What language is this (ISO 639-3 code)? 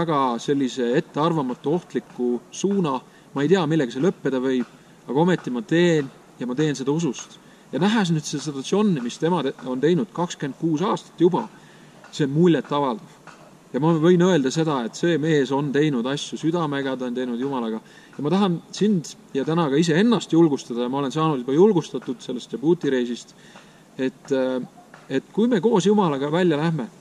est